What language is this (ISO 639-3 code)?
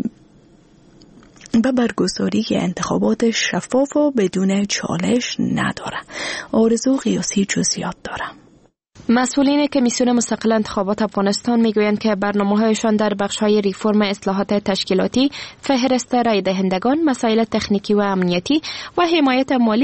fas